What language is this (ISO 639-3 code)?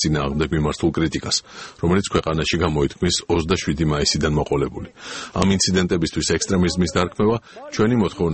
kat